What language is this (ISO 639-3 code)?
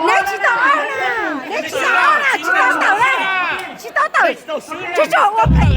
hmn